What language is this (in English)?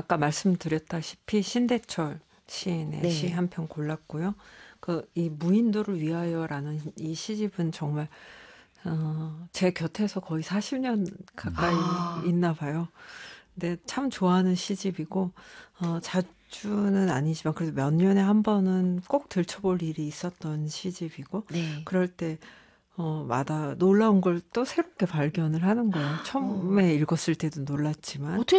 Korean